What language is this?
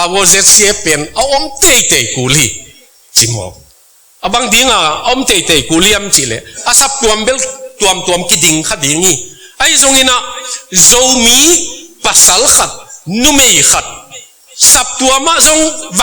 Tedim Chin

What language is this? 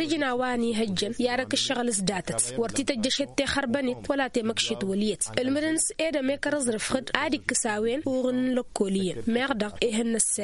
Tamasheq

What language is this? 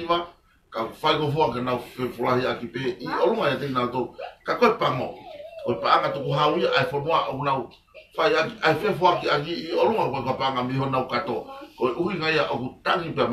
Tongan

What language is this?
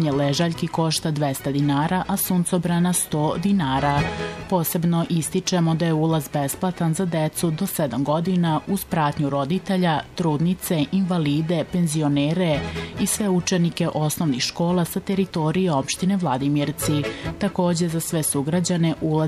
Serbian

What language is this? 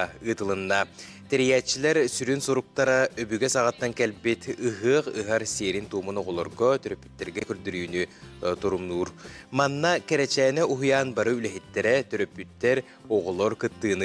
Yakut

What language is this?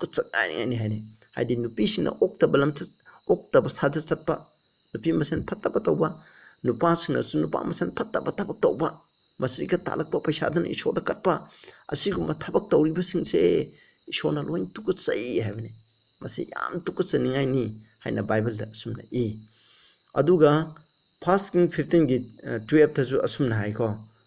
Manipuri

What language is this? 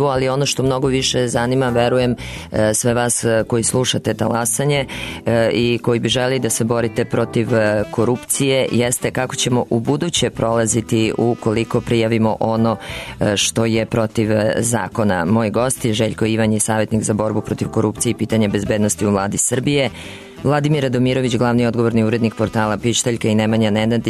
Serbian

